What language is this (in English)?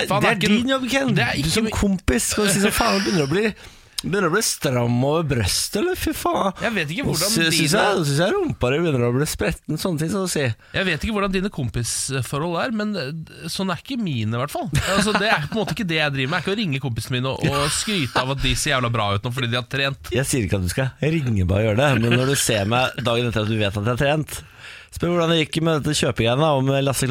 Norwegian